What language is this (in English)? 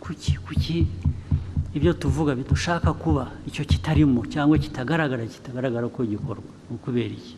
Kinyarwanda